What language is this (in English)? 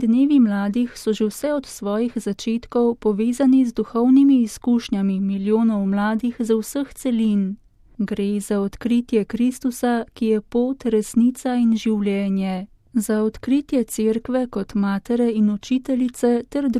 Slovenian